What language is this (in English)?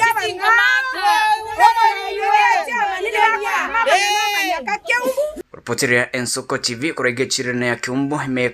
Gusii